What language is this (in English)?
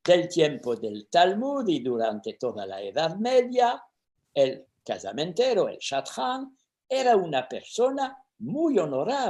Ladino